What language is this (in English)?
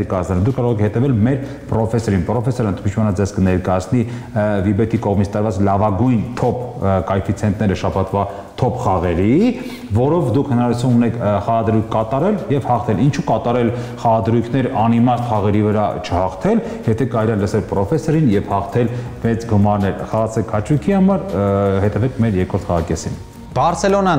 Armenian